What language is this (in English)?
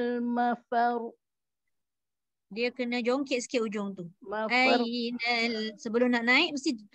Malay